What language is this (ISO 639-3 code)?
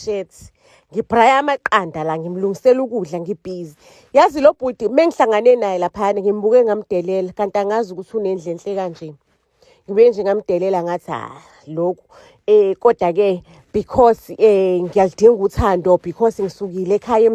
zul